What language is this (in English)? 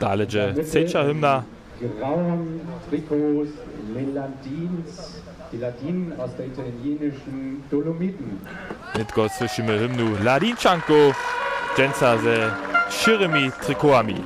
Upper Sorbian